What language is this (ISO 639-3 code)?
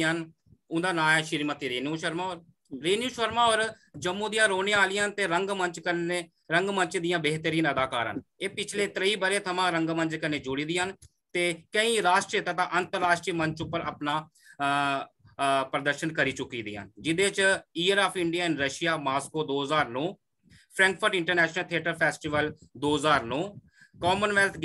doi